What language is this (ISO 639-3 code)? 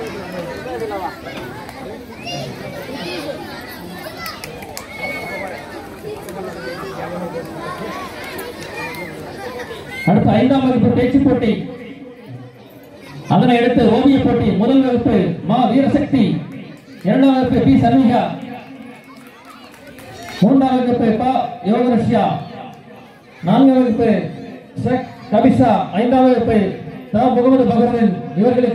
tam